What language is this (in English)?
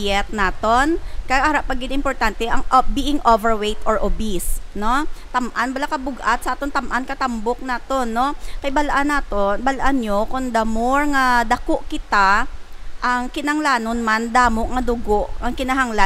Hiligaynon